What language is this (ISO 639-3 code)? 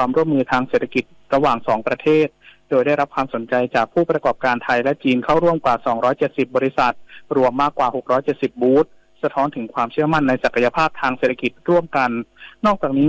tha